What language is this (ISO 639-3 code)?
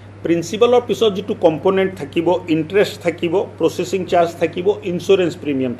asm